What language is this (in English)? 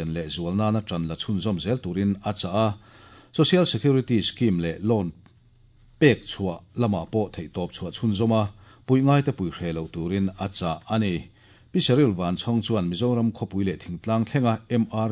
Mizo